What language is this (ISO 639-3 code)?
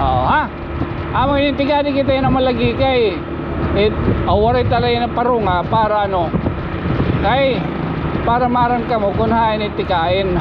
war